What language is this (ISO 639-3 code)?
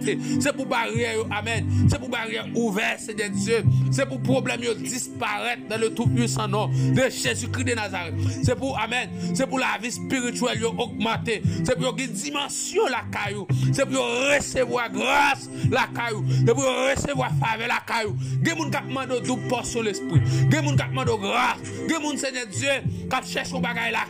hat